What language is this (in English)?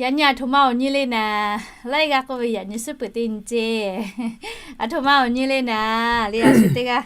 Lahu